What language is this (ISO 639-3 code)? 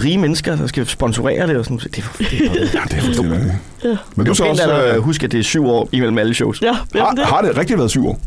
dan